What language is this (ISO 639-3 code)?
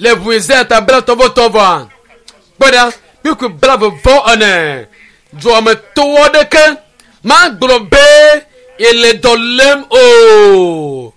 ewe